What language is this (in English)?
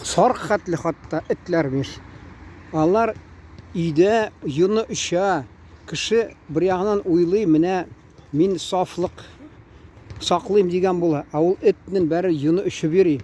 Tatar